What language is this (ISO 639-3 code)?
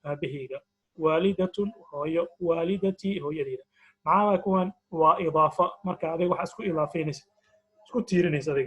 som